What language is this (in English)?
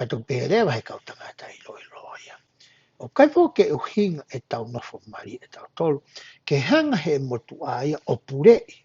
Tongan